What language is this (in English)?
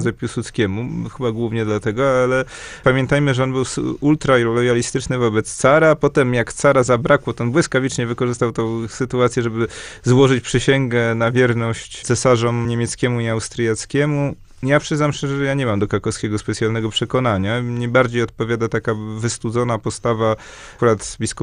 Polish